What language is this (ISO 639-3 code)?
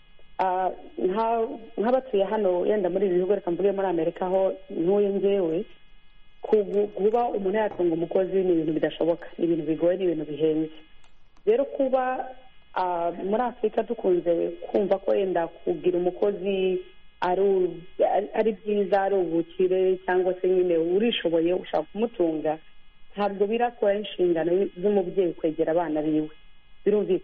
kin